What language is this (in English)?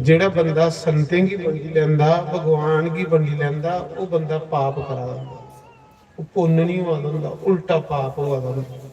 Dogri